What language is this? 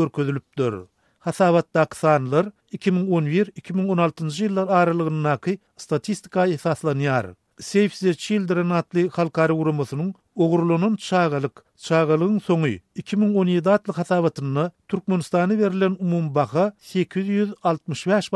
Turkmen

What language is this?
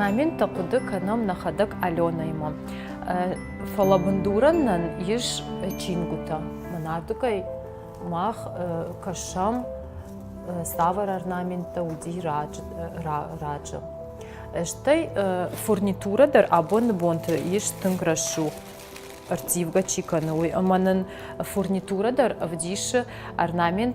Ossetic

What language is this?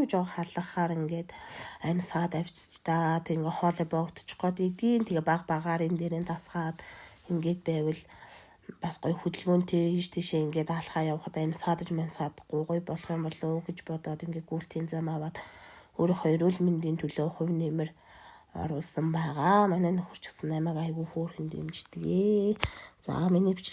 Mongolian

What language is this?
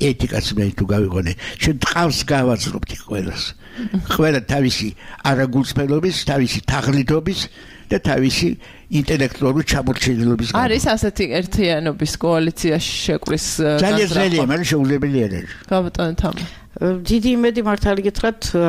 Georgian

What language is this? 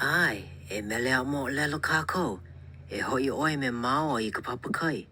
Hawaiian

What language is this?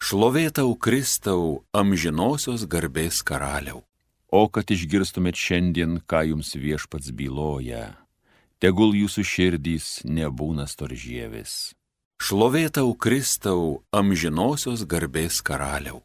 Lithuanian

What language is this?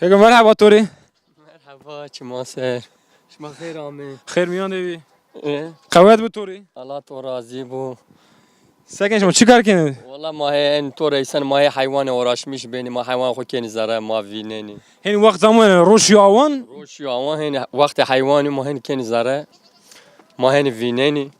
Zaza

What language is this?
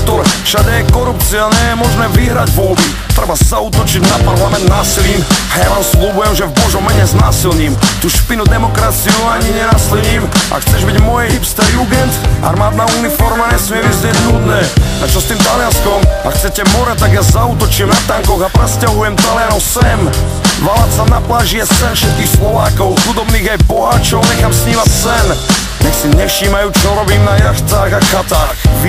Slovak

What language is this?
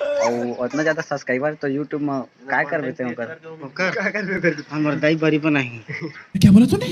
Chhattisgarhi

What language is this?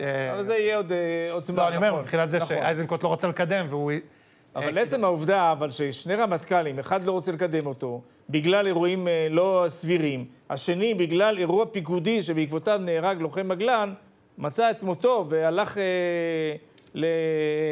Hebrew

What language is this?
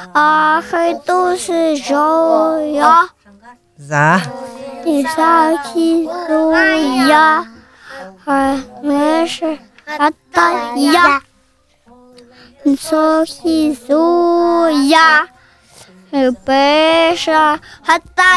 Buriat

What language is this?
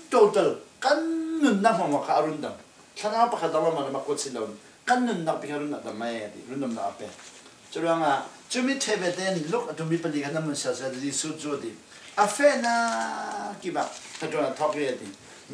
Falam Chin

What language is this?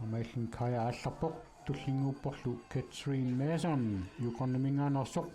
Kalaallisut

